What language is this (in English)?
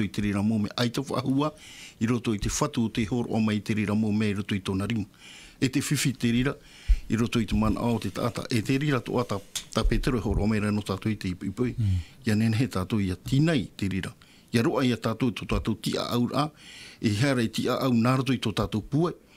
Tahitian